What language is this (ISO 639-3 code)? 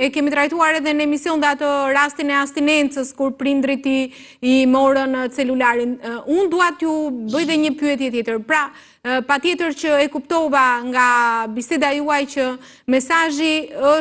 sqi